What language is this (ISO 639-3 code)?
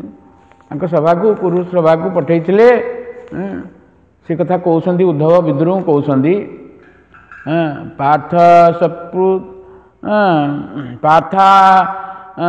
ori